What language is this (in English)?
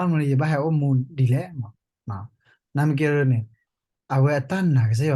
S'gaw Karen